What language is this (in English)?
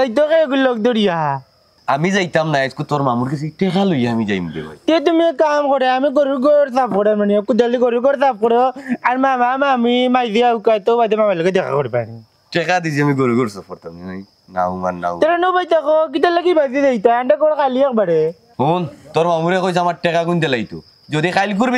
Sylheti